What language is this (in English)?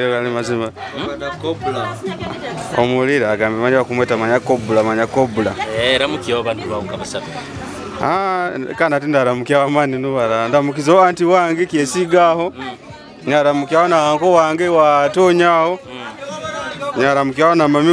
Nyoro